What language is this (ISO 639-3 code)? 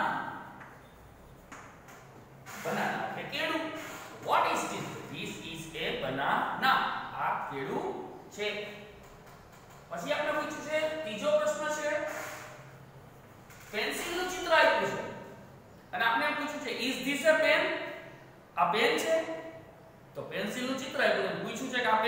guj